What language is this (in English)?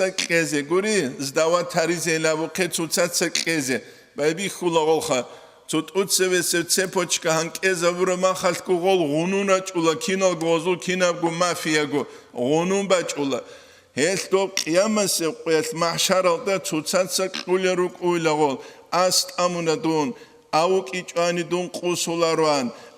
Avaric